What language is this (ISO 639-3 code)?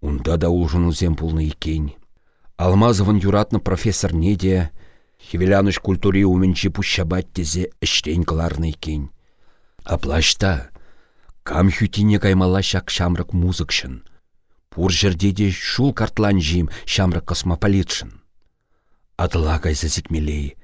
chv